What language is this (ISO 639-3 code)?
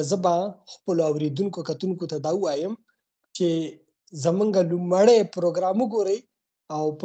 pus